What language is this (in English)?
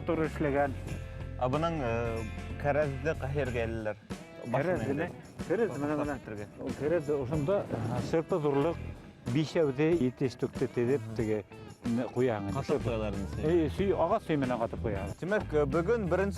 Bashkir